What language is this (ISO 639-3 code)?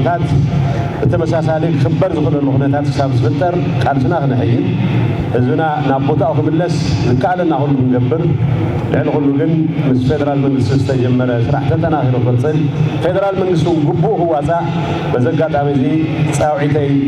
tir